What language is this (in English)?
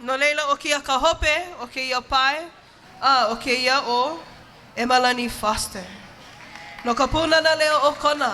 Hawaiian